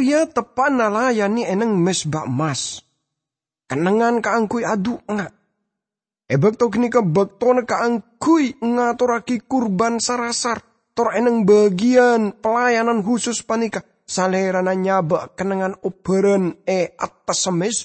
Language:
Madurese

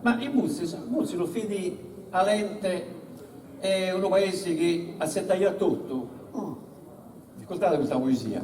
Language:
Sardinian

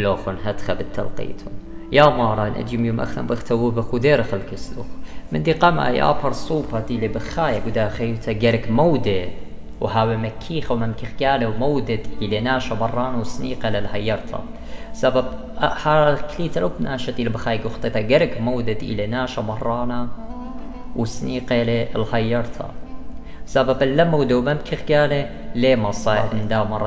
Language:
Assyrian Neo-Aramaic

